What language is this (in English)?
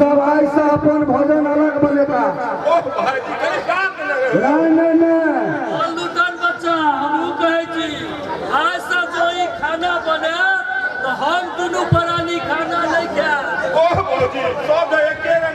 Maithili